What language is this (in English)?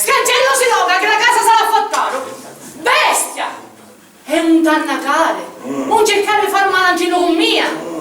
Sicilian